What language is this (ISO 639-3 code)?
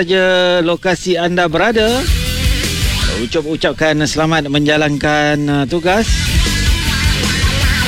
msa